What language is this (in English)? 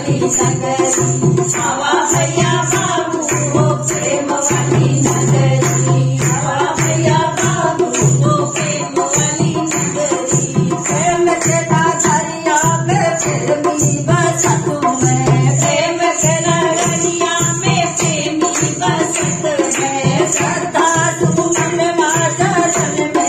Bhojpuri